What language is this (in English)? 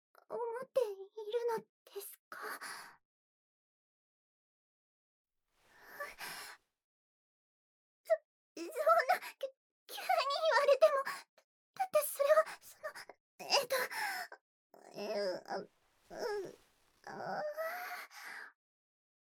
Japanese